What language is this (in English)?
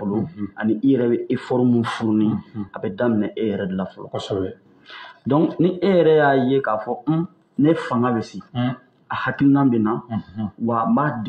Bambara